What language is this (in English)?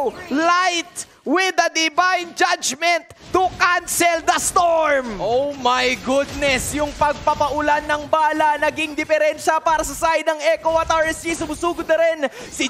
Filipino